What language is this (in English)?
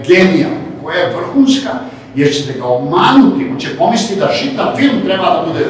Serbian